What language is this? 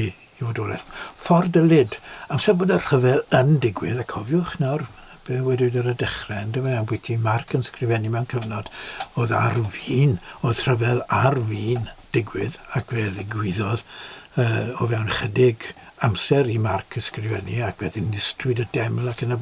Welsh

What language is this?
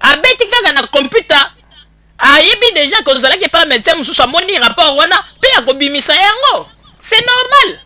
Lingala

